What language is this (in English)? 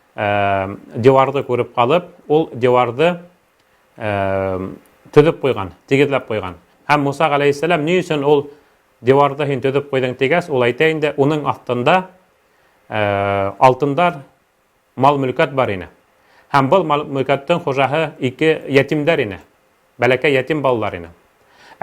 Bashkir